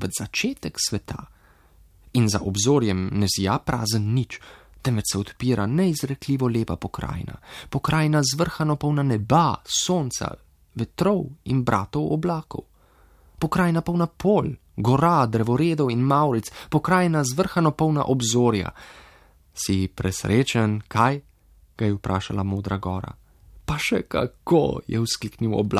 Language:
Slovenian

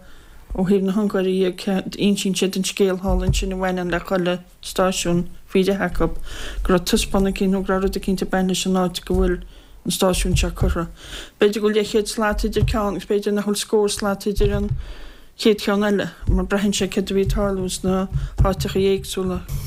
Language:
Irish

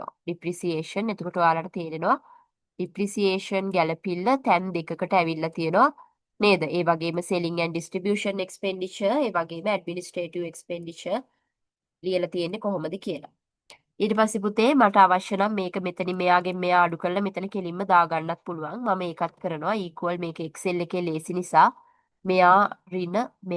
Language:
Sinhala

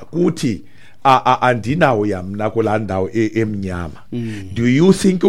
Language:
Xhosa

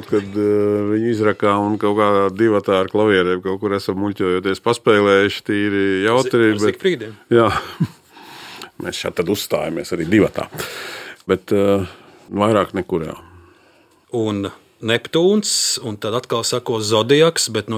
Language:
Latvian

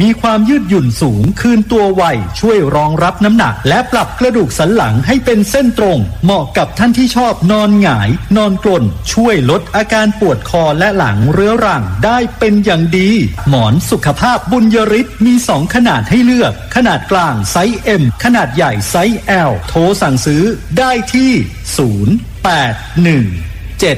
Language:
Thai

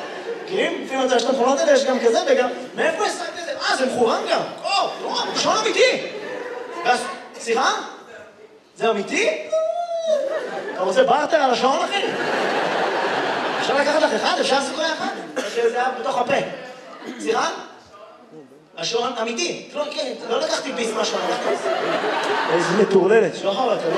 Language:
Hebrew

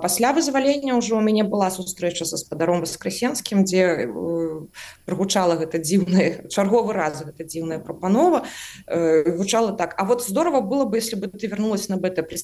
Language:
Belarusian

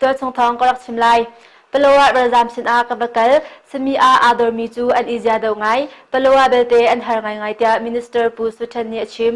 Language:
Hakha Chin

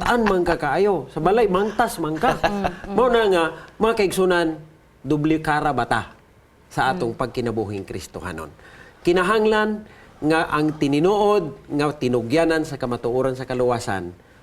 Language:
Cebuano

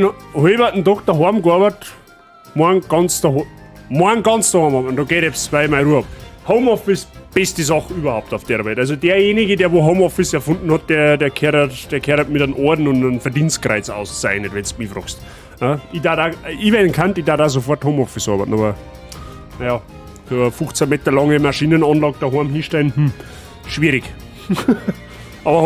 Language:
Bavarian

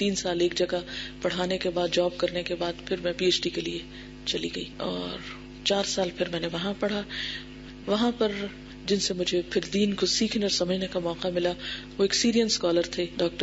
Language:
Urdu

